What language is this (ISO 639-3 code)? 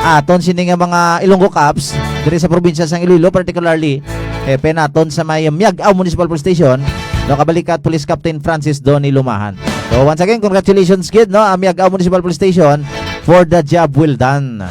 hil